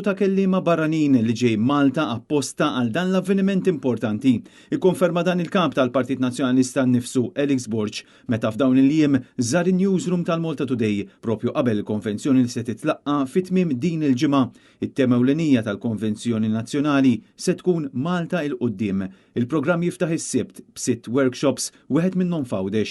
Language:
Maltese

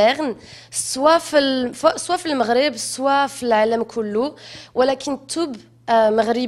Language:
Moroccan Arabic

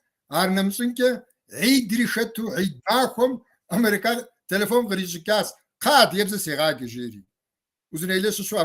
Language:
Kabardian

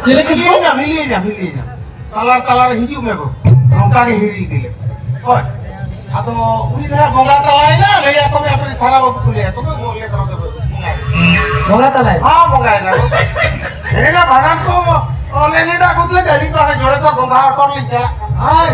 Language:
Santali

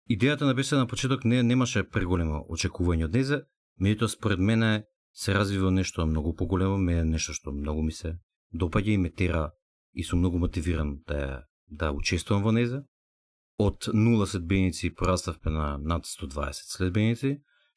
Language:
Macedonian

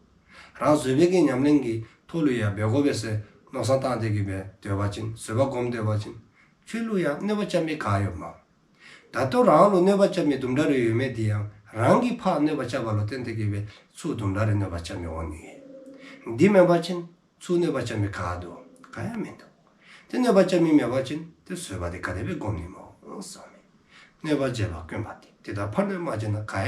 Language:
Dzongkha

